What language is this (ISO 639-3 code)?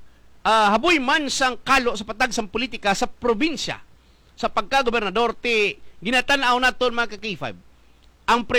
hil